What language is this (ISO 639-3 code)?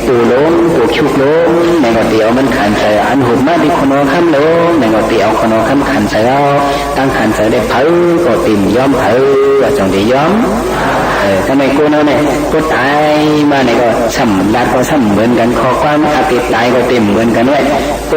shn